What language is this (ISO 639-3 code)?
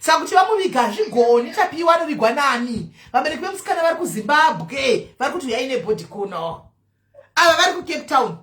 sna